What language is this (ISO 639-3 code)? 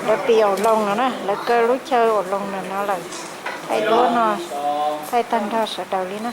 hmn